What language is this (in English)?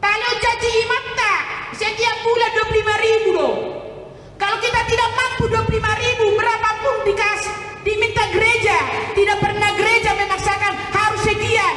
Batak Toba